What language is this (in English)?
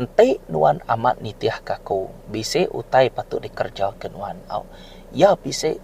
Iban